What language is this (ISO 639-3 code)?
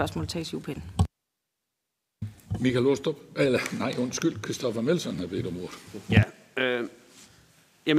dan